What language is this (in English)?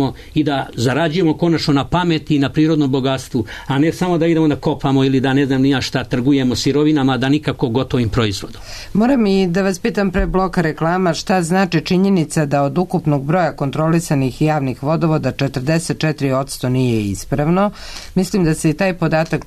Serbian